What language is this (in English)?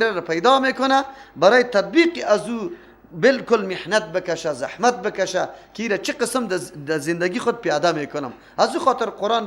Persian